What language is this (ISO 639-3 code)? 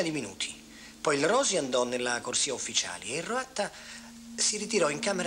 ita